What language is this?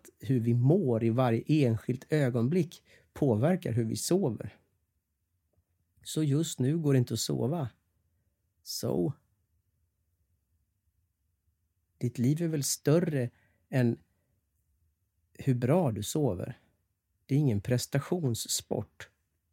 Swedish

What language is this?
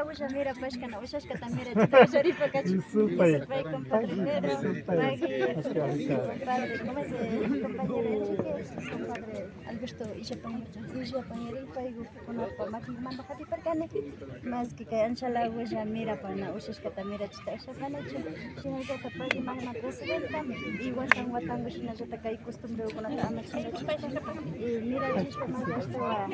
Imbabura Highland Quichua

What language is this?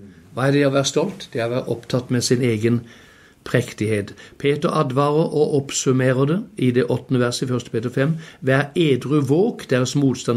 Norwegian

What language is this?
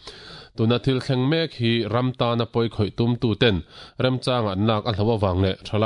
Mizo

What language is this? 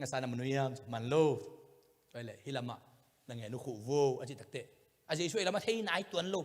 Tedim Chin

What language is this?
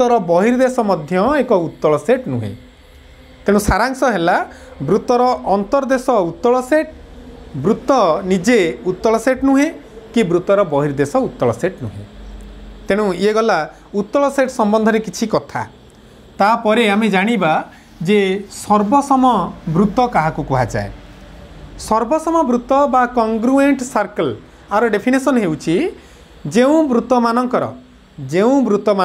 Odia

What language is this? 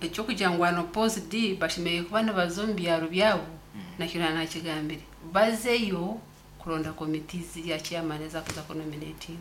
Nyankole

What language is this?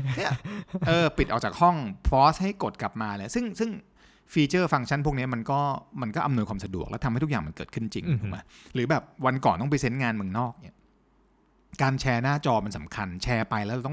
Thai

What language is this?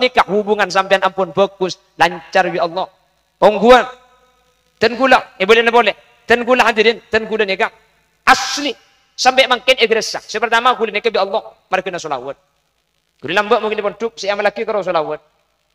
Madurese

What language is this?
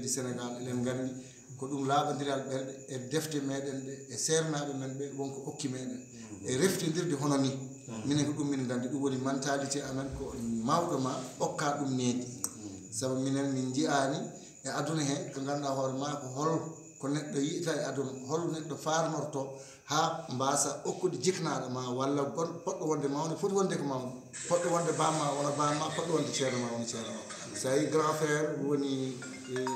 Fula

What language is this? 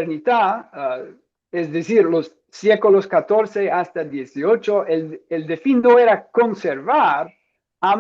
Ladino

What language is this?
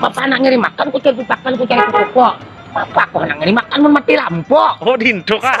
Banjar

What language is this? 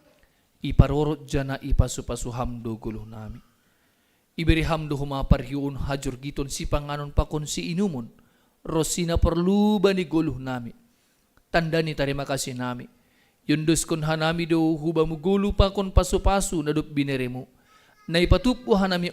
Batak Simalungun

